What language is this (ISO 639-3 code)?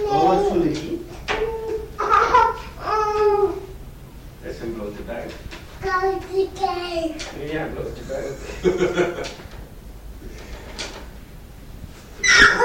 nld